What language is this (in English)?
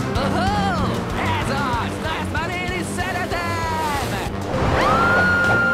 Hungarian